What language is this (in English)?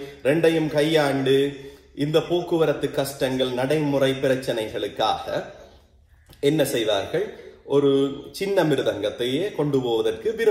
Tamil